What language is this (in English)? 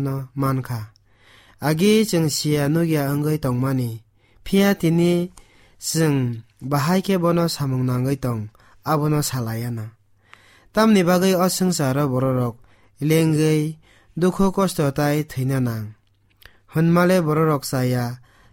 Kok Borok